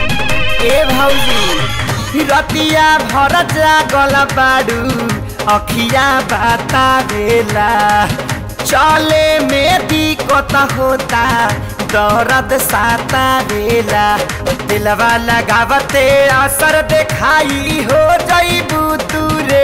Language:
Bhojpuri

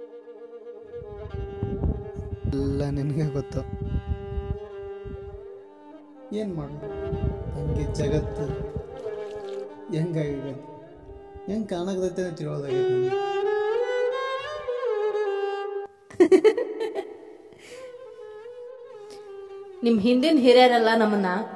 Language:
Kannada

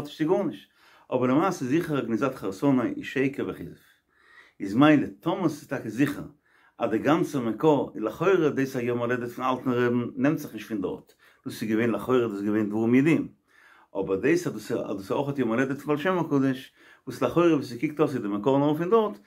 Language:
Yiddish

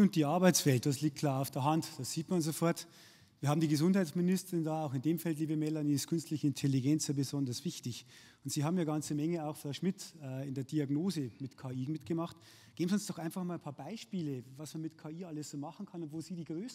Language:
German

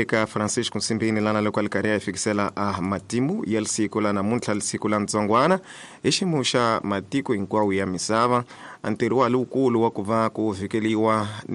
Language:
Tsonga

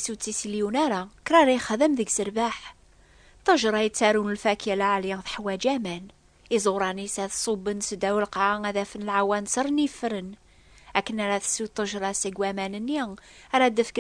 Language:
Kabyle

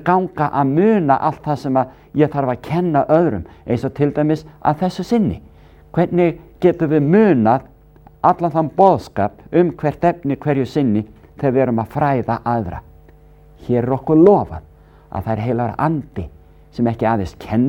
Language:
Icelandic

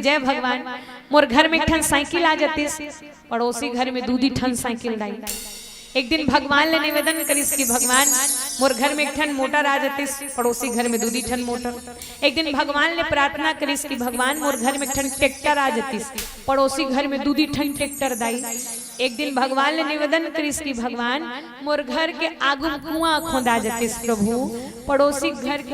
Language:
Chhattisgarhi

